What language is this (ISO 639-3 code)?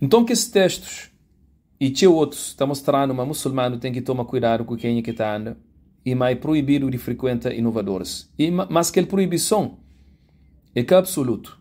kea